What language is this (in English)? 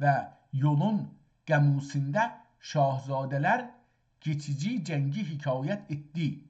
South Azerbaijani